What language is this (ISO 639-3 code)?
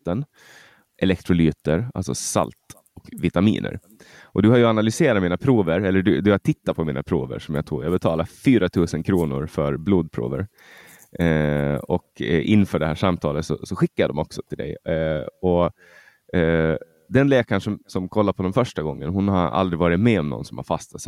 swe